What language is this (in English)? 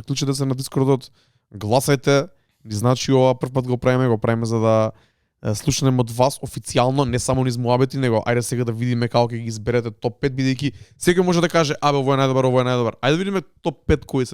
Macedonian